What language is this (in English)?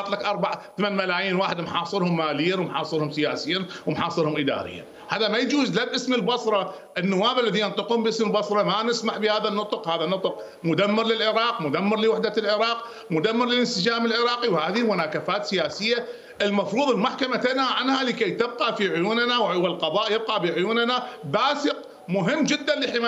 Mesopotamian Arabic